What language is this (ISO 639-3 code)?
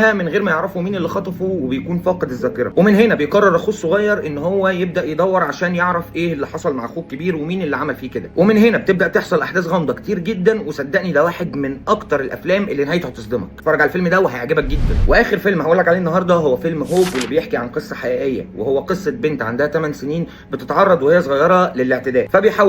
arz